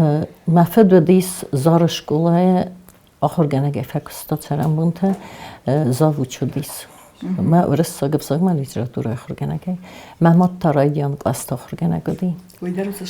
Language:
Ossetic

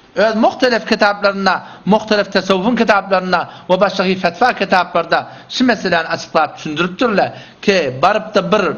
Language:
Turkmen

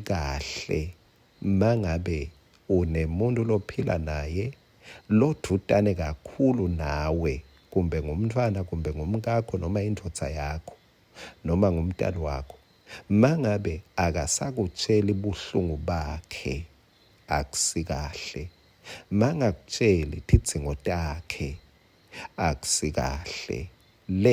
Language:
Swati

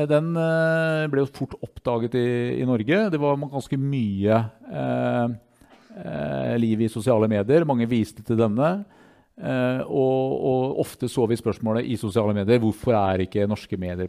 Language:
Norwegian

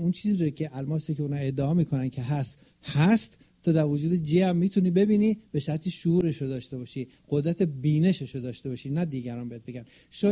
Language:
Persian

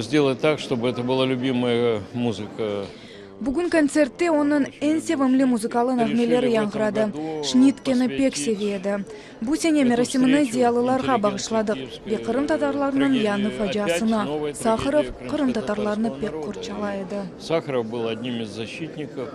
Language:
Crimean Tatar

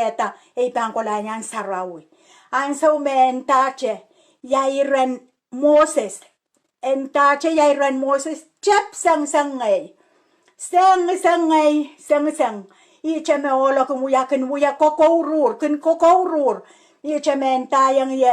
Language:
Pohnpeian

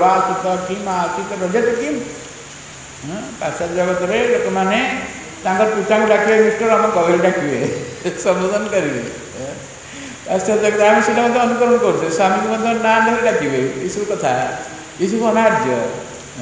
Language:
Odia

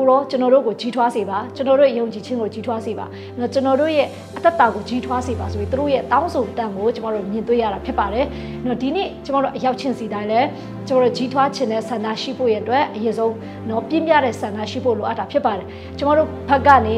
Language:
Burmese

